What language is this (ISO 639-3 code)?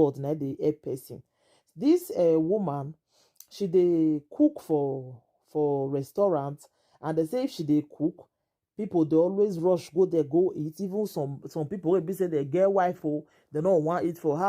pcm